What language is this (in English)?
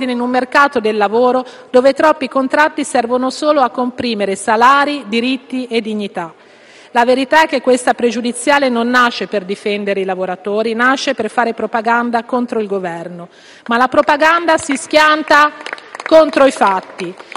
Italian